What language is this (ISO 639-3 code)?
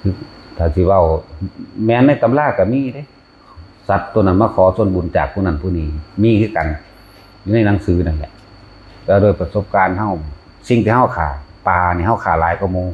tts